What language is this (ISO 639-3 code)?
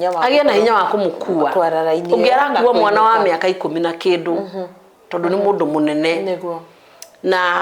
kik